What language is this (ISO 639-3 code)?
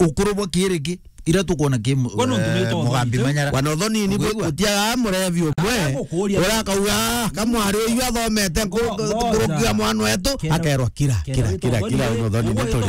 mer